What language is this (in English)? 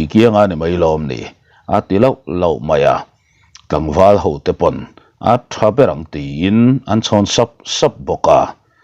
Mizo